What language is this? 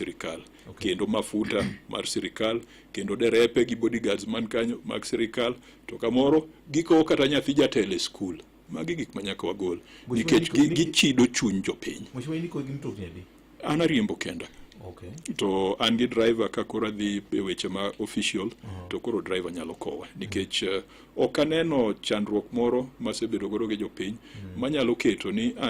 Luo (Kenya and Tanzania)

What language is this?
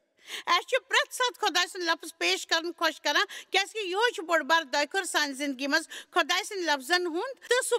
Kashmiri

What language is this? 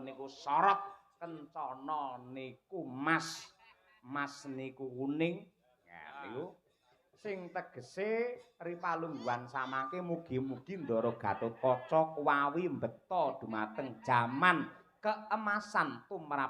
Javanese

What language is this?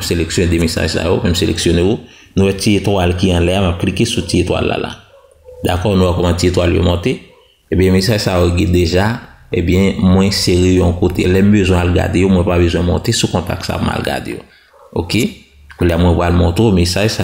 Haitian Creole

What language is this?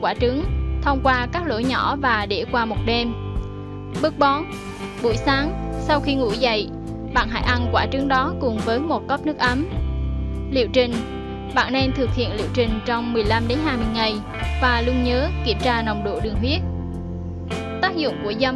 Vietnamese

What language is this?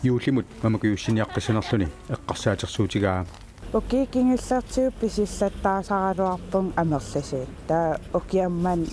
Kalaallisut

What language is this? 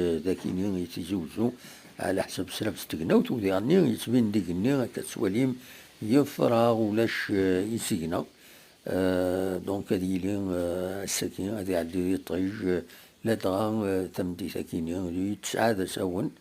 Kabyle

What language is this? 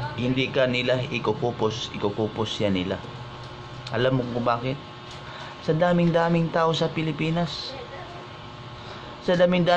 Filipino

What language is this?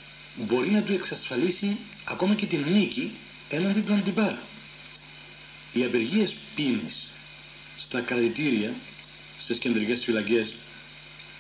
Greek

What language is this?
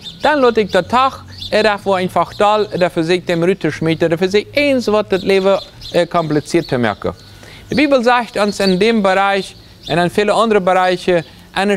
Plautdietsch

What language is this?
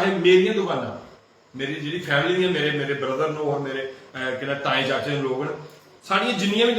Dogri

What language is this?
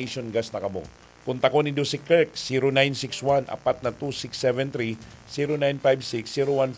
Bikol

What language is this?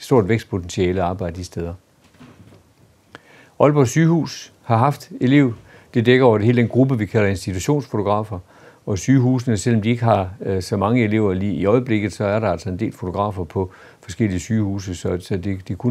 Danish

